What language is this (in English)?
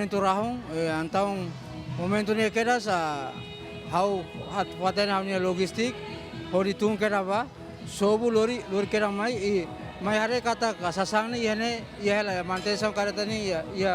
Tetum